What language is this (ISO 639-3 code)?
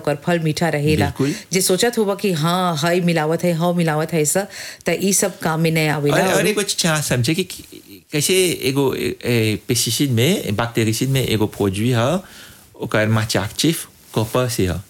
bho